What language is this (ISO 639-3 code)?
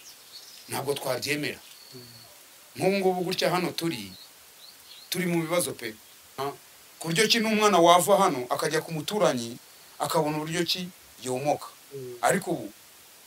kin